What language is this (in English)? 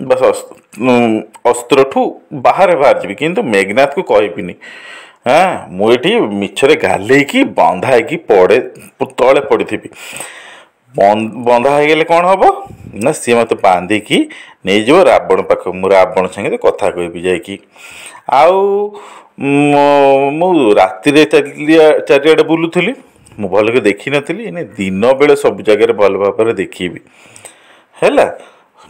Odia